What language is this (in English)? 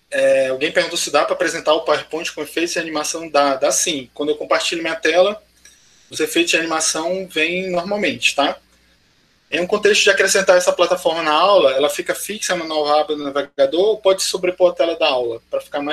Portuguese